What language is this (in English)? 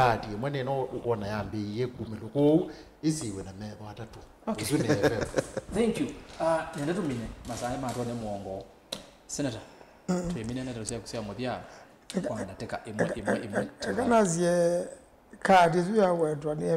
Kamba